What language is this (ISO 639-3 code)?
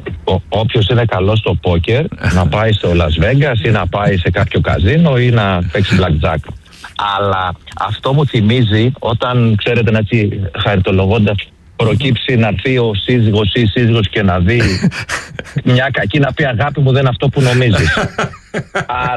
ell